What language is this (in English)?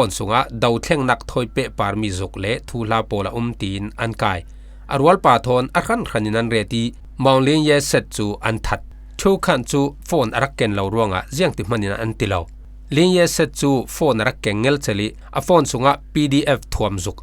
Falam Chin